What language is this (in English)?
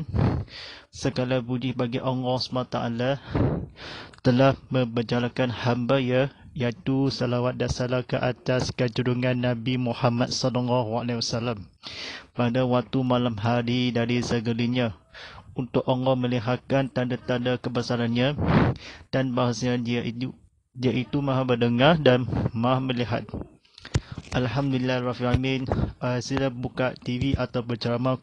Malay